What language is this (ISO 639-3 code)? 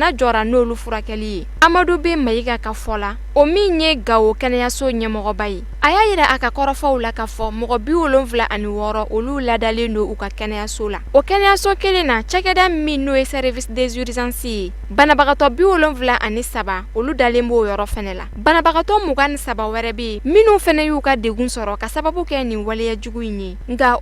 bam